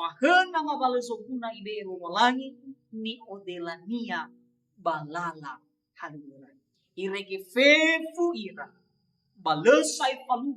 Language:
Nias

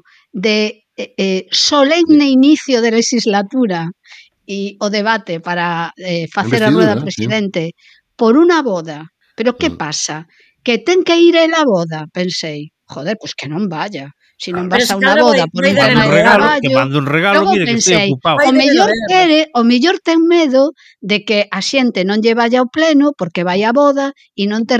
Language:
Galician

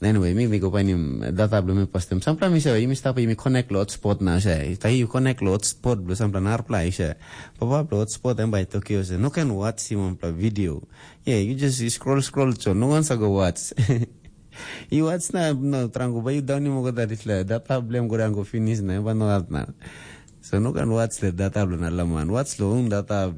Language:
Tok Pisin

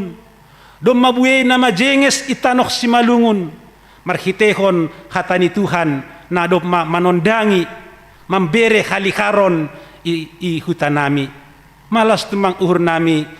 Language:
Batak Simalungun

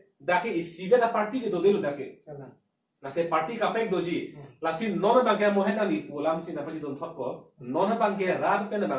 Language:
Karbi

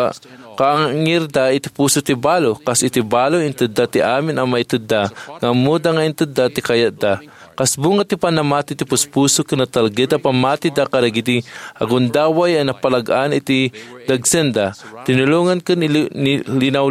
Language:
Iloko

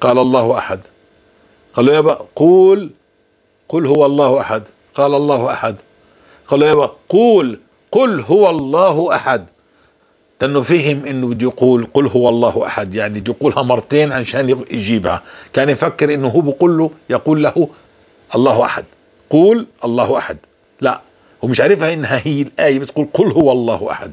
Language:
North Levantine Arabic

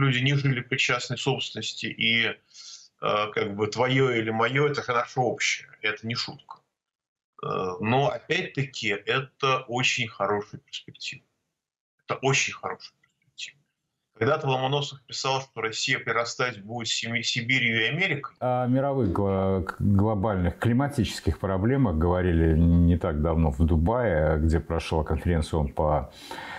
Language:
Russian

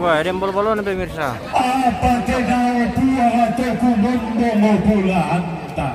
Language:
Toraja-Sa'dan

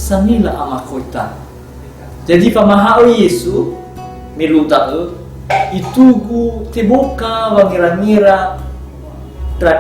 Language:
Nias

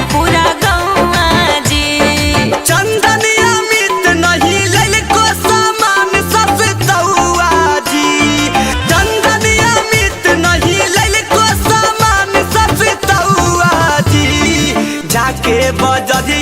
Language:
Magahi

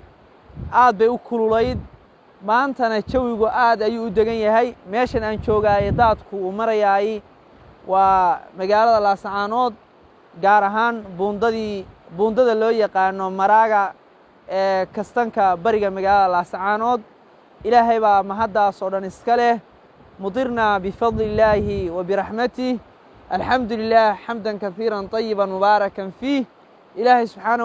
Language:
Somali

